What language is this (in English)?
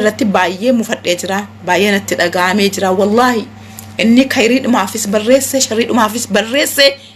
Oromo